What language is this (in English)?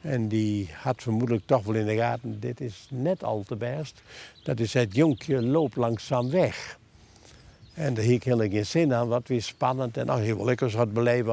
Western Frisian